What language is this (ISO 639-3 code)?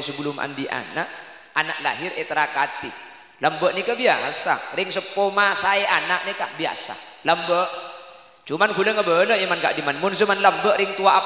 mad